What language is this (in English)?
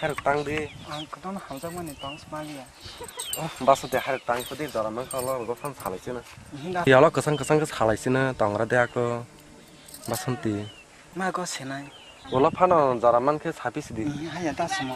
Kok Borok